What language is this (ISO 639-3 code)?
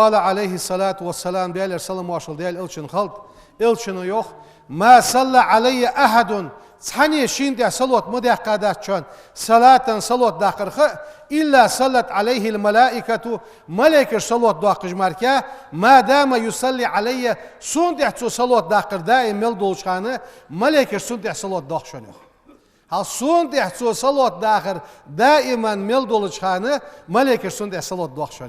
inh